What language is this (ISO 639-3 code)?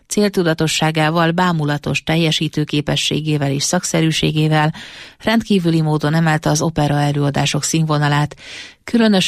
hun